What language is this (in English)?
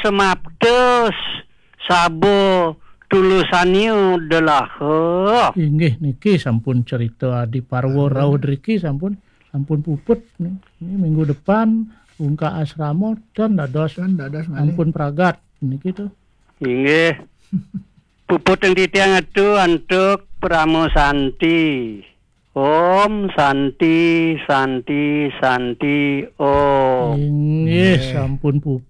Balinese